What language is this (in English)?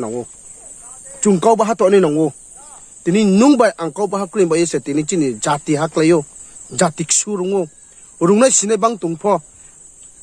Riang (India)